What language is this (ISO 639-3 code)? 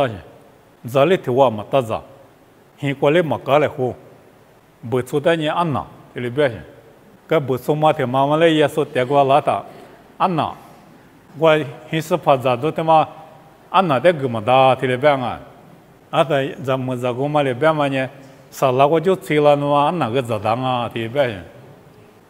lis